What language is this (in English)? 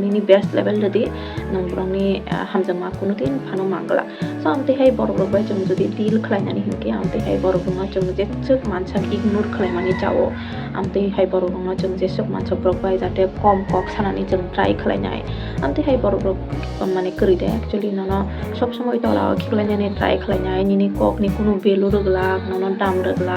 Kok Borok